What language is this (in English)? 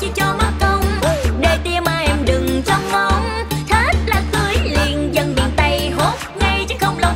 Vietnamese